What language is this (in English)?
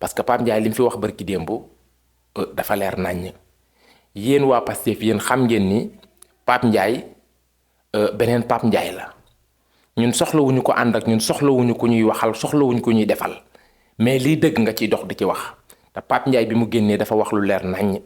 Wolof